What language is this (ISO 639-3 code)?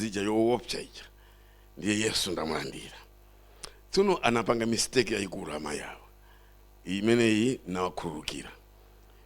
nya